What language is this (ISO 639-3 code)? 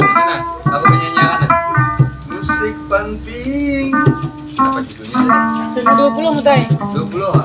bjn